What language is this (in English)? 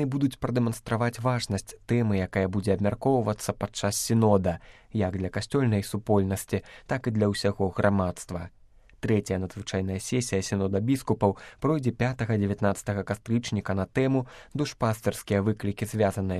Belarusian